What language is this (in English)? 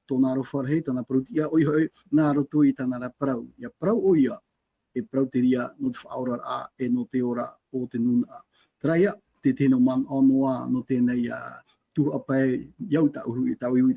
Tahitian